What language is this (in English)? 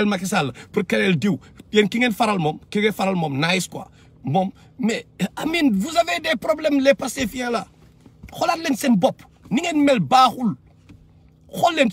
Wolof